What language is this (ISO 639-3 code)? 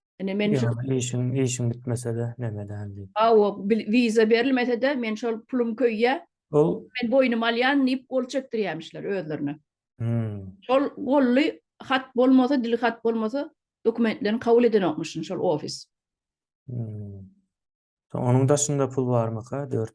tuk